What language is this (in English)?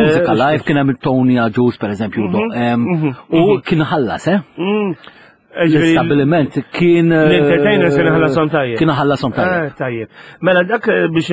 Maltese